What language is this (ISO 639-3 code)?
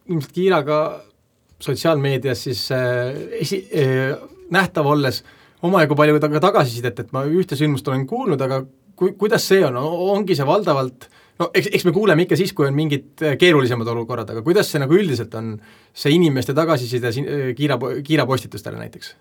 est